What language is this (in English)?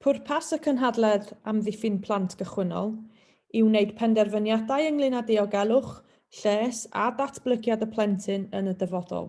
Welsh